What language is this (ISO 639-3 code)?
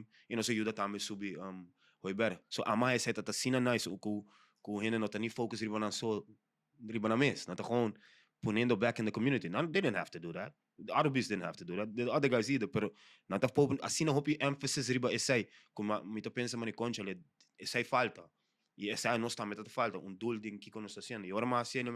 pap